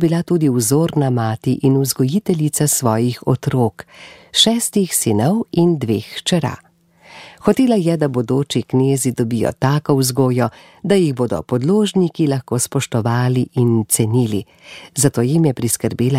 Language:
Slovenian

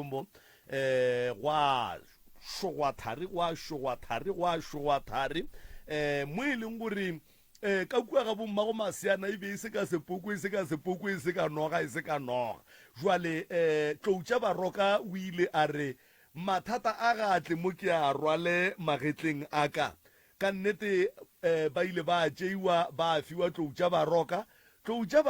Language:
Northern Sotho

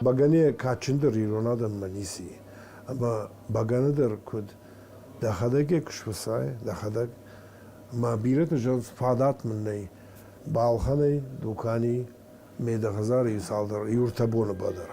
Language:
Ossetic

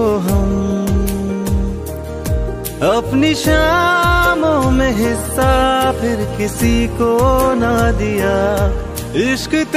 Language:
Hindi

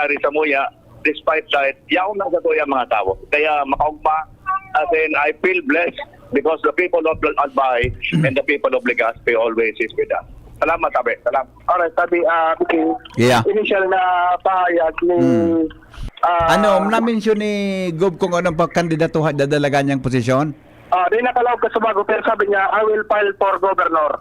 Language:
Bikol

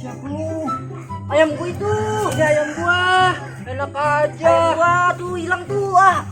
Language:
Betawi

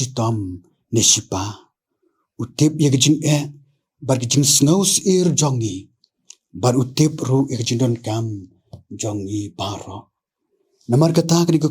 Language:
Khasi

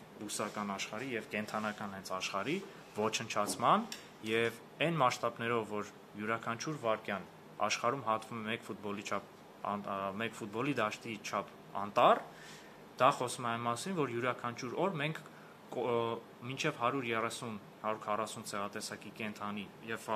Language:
Armenian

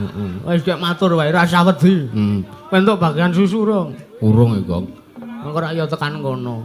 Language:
Javanese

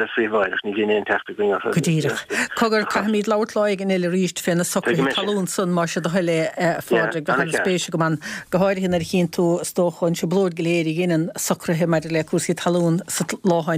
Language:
Irish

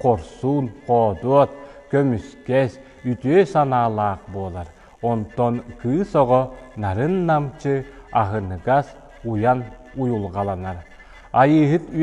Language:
Yakut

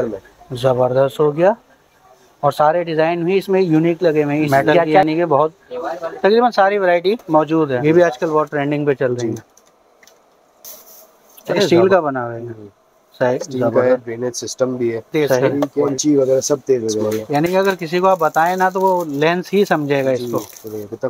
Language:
Hindi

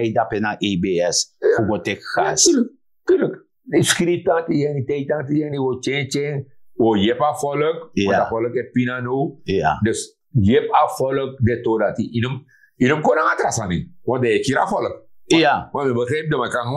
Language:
Sranan Tongo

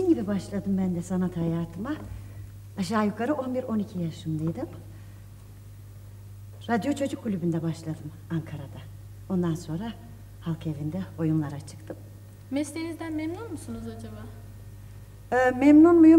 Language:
Turkish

